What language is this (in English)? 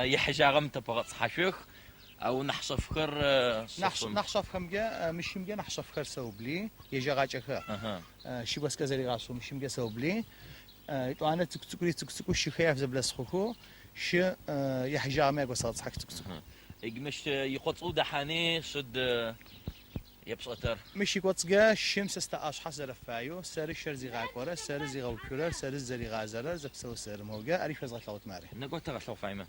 Adyghe